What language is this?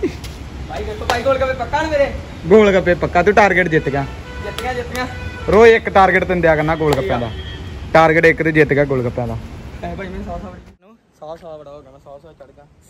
Punjabi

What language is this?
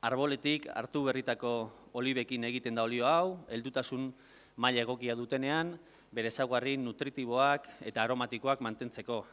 Basque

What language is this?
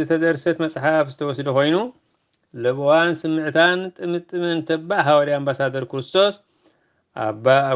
Tigrinya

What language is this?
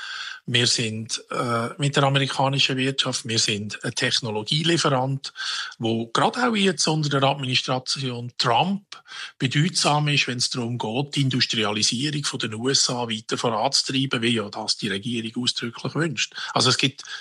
Swiss German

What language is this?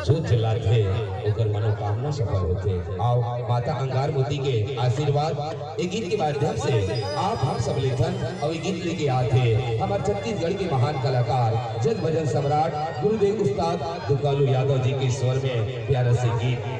Chhattisgarhi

